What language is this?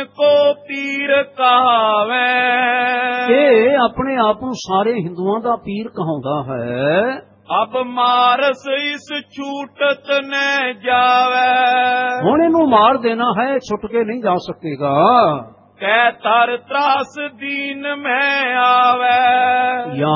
Punjabi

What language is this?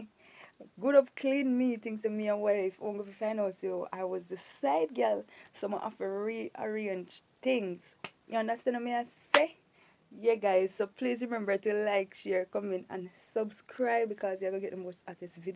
Jamaican Creole English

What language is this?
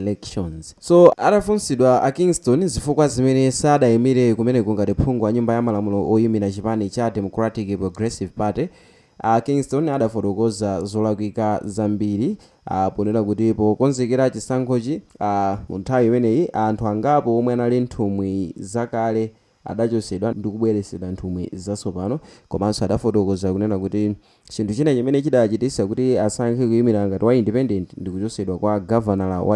Nyanja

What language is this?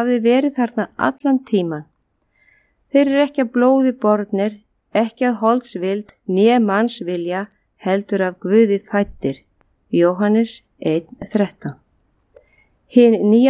Icelandic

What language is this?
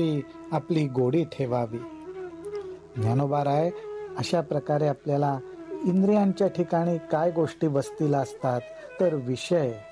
Marathi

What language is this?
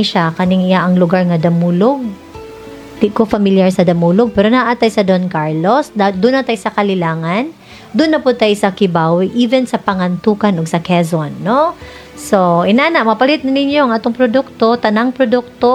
Cebuano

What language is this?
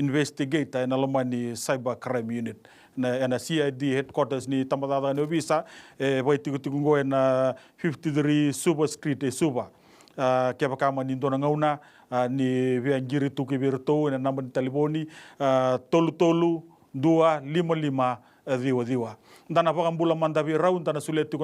Fijian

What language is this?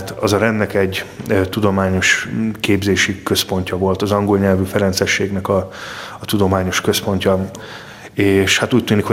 Hungarian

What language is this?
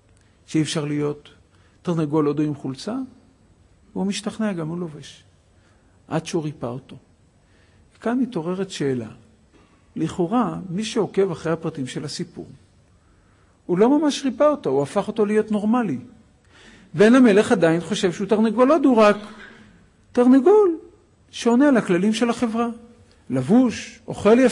Hebrew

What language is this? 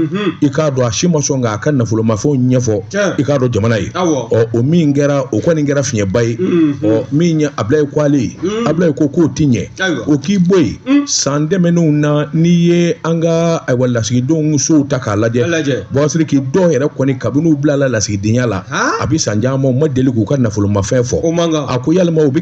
Bambara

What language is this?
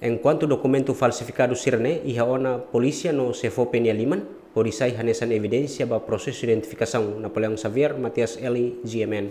Tetum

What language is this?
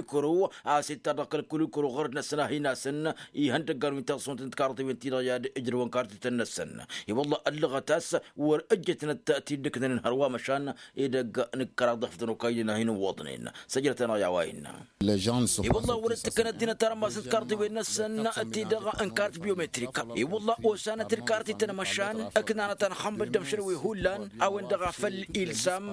Tamasheq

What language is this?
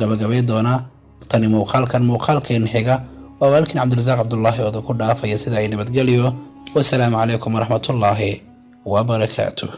Somali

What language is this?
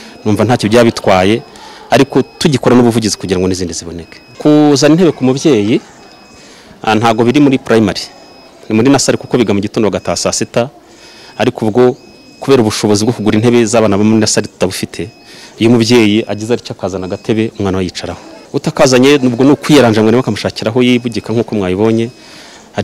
Kinyarwanda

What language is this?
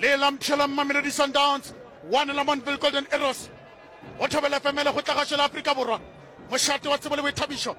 Northern Sotho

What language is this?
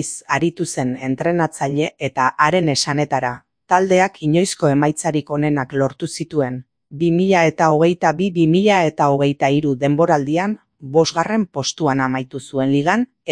Basque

